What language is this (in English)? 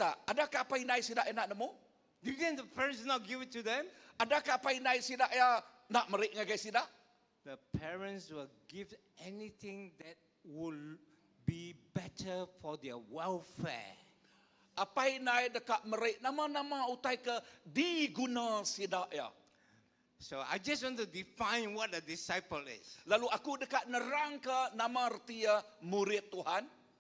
Iban